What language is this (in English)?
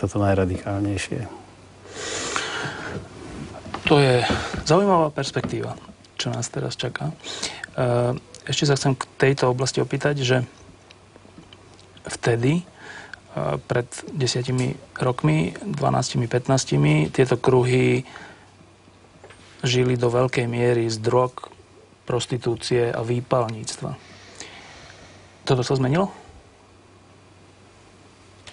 Slovak